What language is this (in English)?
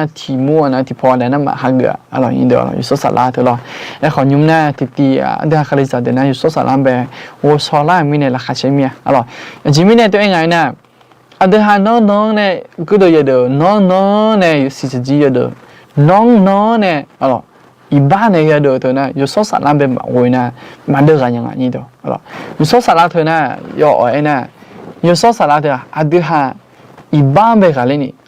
Akha